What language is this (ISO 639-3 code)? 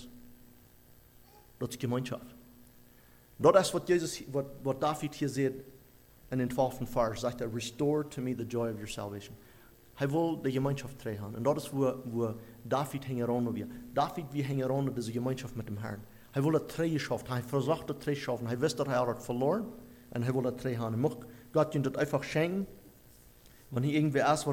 deu